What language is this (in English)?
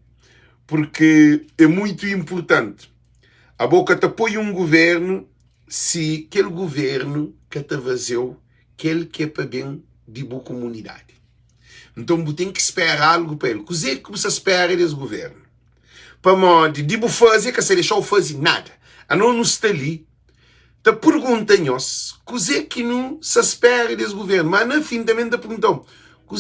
Kabuverdianu